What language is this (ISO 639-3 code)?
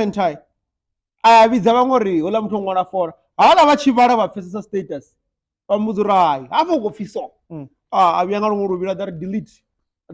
ven